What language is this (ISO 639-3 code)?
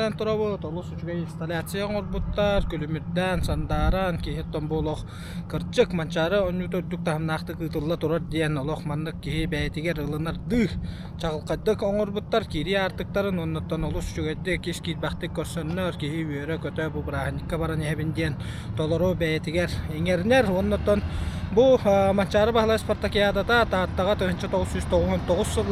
sah